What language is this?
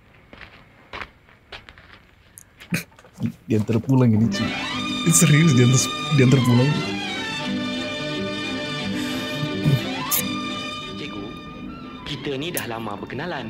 Malay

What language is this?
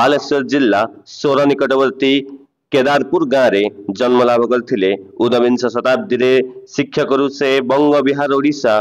Odia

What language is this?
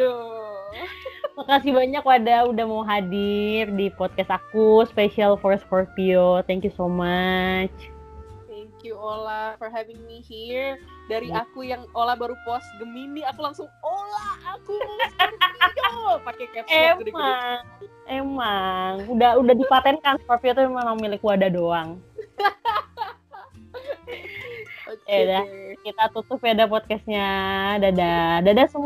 Indonesian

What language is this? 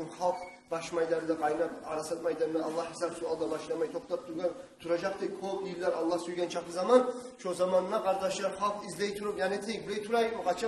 Kumyk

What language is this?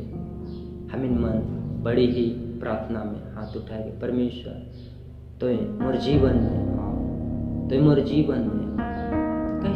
Sadri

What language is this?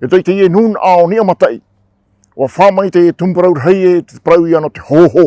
Tahitian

